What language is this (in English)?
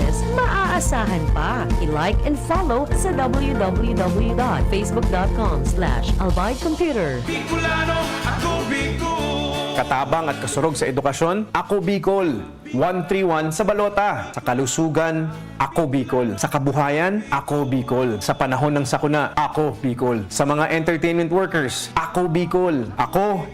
Bikol